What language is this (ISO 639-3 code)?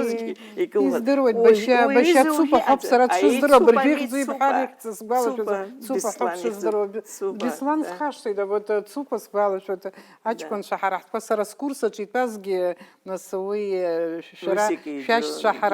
abk